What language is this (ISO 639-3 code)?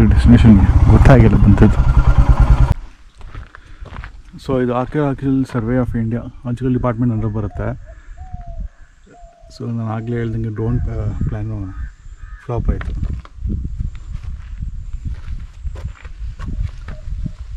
kan